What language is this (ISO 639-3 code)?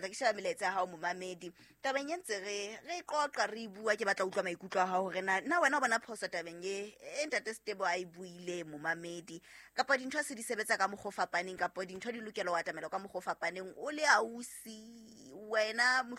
sot